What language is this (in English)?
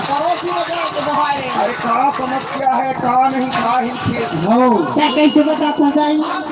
Chhattisgarhi